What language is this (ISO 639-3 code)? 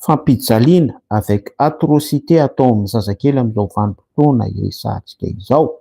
mlg